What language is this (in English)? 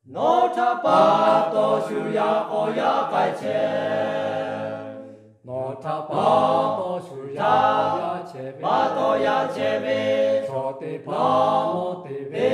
Lahu